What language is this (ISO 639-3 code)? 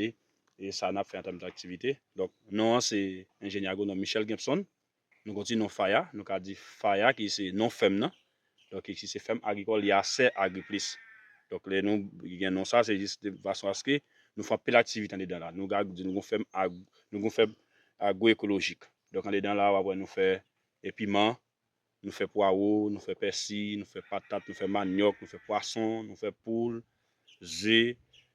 hat